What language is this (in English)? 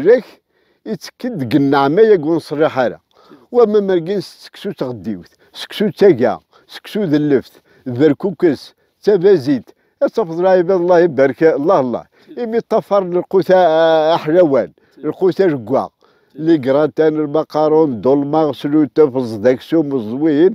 Kabyle